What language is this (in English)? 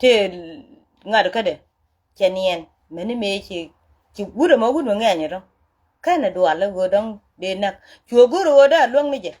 Nuer